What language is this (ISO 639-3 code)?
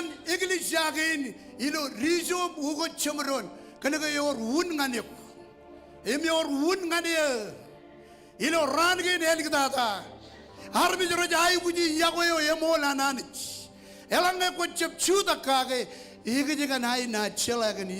mah